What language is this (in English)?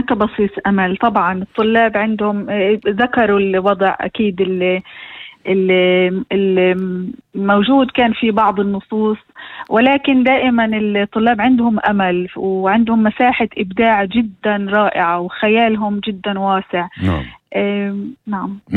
North Levantine Arabic